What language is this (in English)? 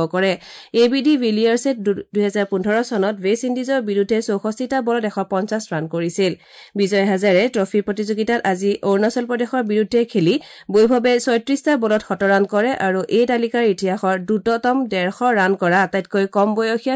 Assamese